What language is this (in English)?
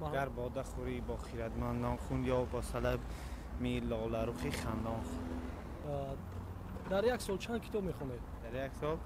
Tajik